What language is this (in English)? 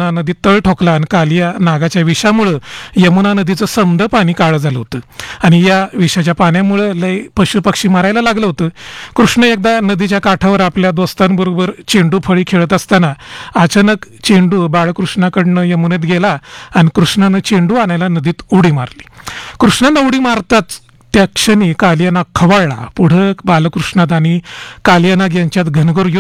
Marathi